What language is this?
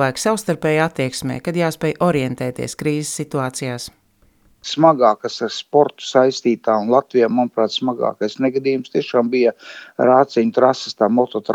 Latvian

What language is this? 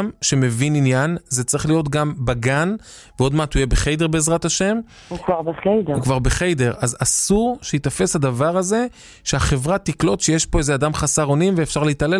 Hebrew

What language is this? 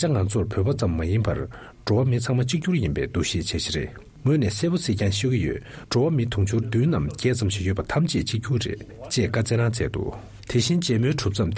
Tibetan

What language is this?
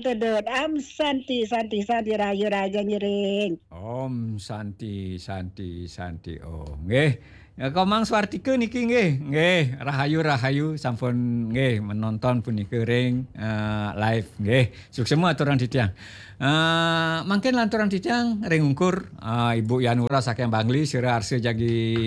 Balinese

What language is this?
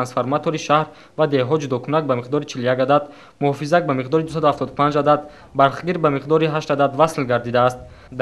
Tajik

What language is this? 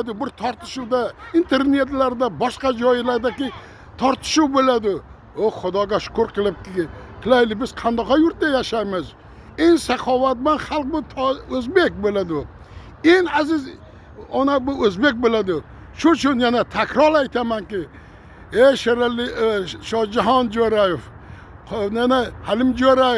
Uzbek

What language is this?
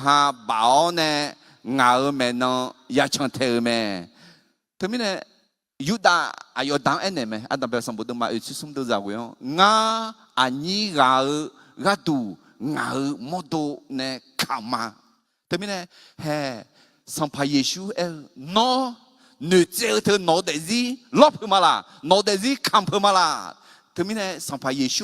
Akha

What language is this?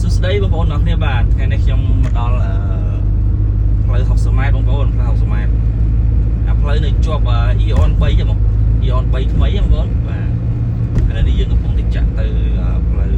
Khmer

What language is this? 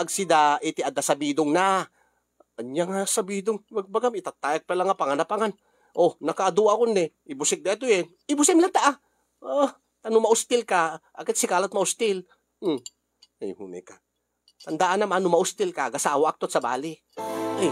Iloko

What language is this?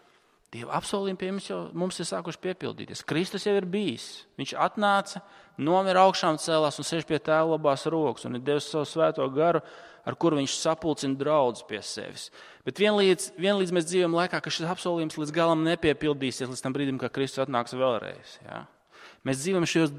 Latvian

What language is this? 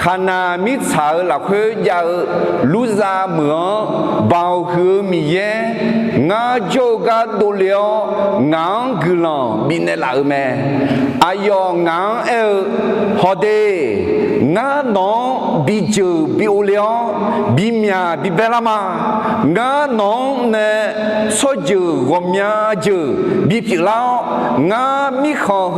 Akha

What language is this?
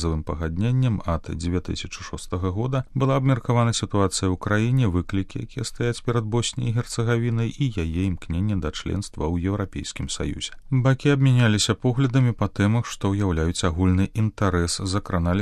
Belarusian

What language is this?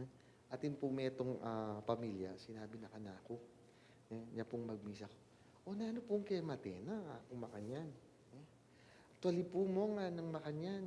Pampanga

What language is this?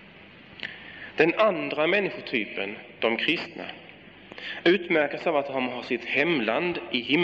Swedish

